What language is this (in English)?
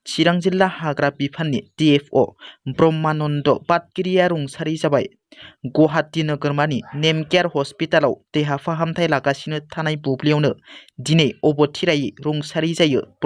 Bodo